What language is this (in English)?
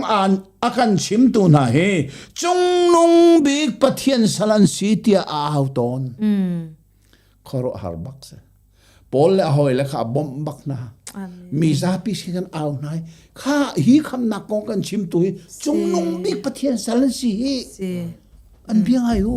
Hakha Chin